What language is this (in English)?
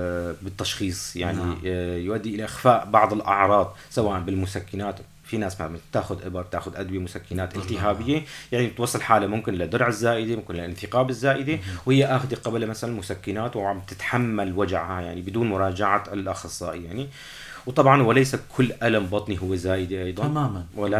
North Levantine Arabic